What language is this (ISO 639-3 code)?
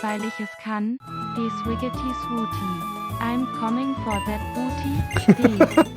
bar